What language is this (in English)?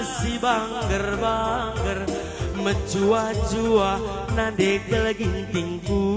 Batak Karo